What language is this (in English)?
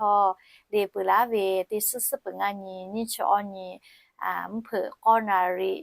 Lahu